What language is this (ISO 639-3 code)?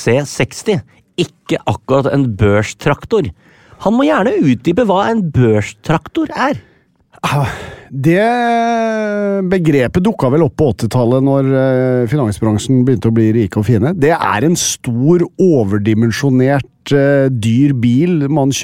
nor